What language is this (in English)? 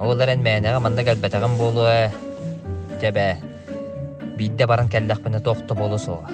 Yakut